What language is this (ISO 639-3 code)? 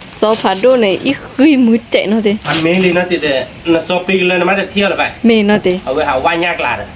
ksw